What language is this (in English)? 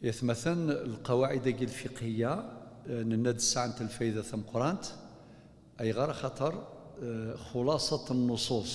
Kabyle